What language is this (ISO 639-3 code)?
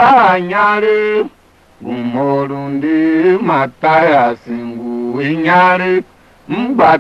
tiv